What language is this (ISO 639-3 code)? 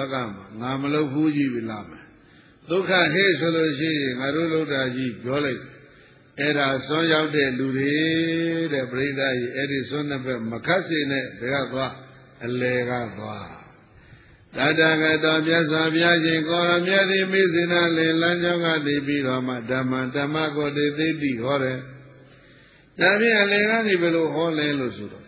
mya